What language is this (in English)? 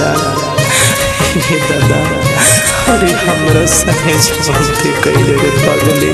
Bhojpuri